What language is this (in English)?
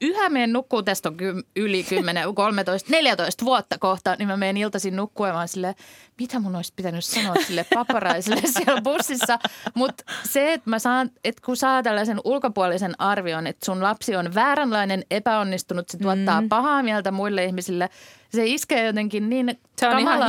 Finnish